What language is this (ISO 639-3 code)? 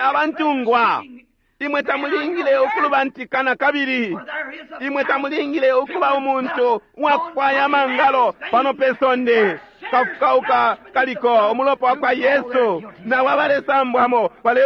bem